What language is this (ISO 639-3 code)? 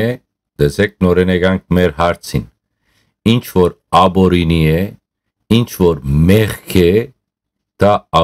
hyw